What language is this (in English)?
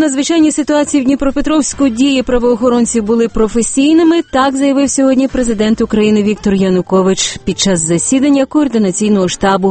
Ukrainian